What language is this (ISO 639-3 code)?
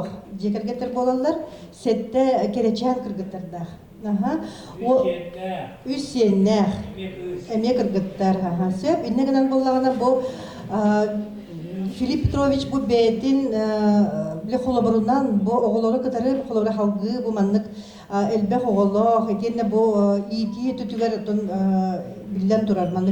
sah